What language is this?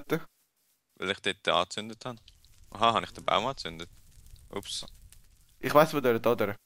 Swiss German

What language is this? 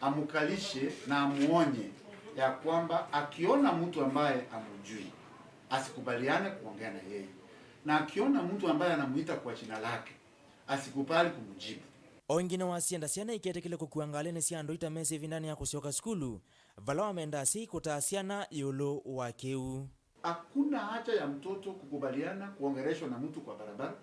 Kamba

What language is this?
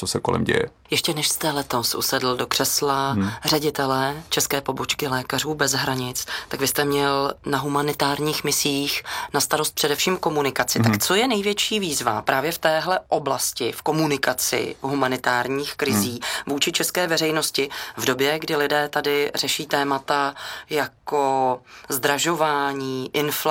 Czech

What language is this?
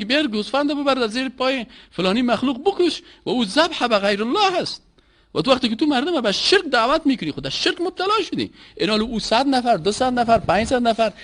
Persian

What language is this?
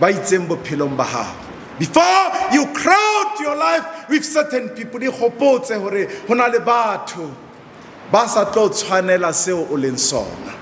Southern Sotho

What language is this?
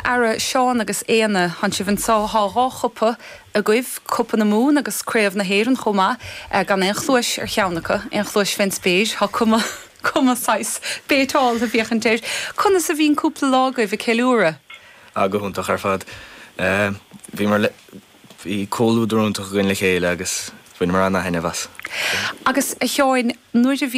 Irish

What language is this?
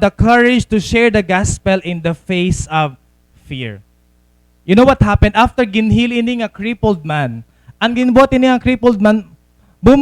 Waray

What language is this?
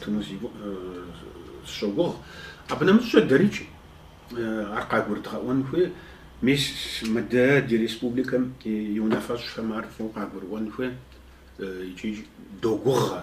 Kabardian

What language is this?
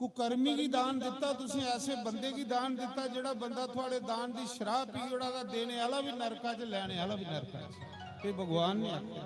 Dogri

